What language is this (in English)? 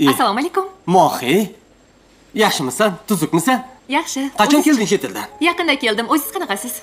Uzbek